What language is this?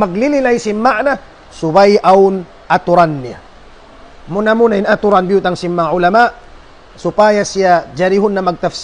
Tausug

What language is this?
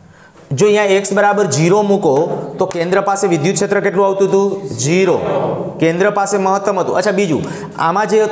Gujarati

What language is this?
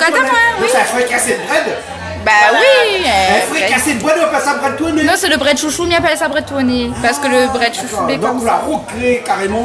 Réunion Creole French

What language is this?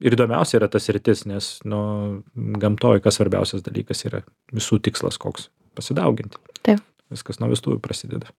Lithuanian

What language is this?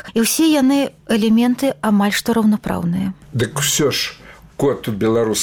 Belarusian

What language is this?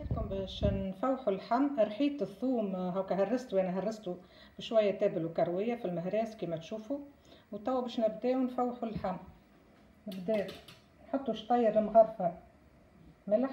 Tunisian Arabic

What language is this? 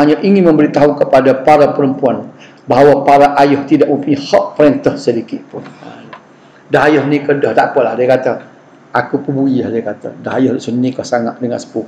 Malay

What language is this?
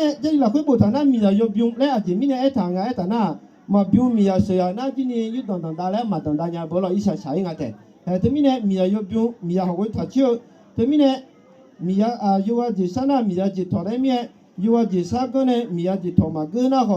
Akha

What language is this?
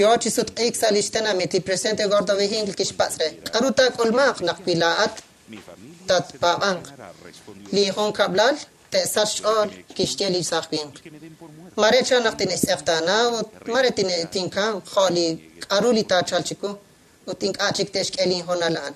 Kekchí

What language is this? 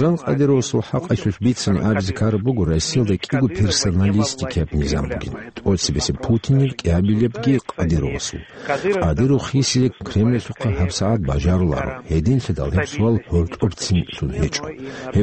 Avaric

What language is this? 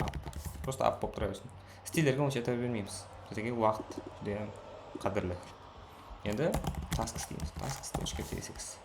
Kara-Kalpak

